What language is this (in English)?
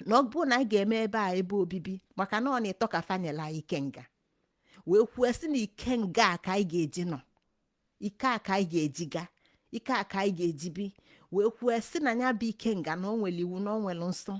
Igbo